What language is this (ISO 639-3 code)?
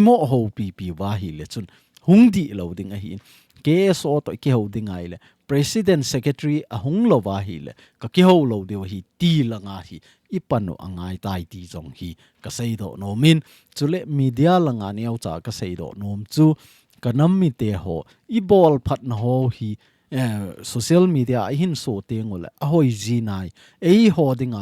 tcz